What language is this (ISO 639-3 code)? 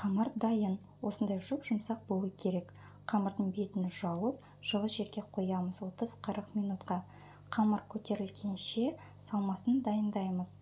kaz